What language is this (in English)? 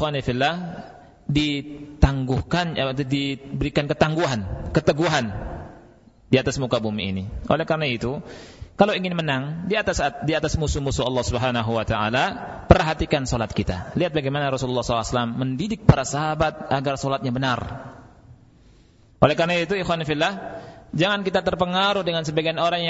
Indonesian